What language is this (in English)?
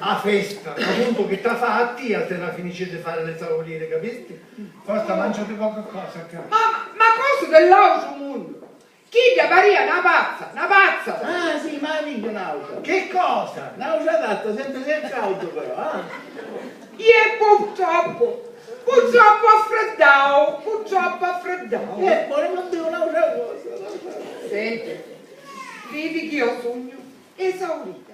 Sicilian